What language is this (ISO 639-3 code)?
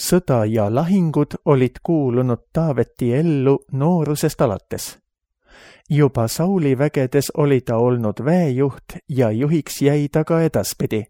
est